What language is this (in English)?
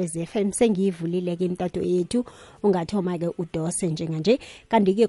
South Ndebele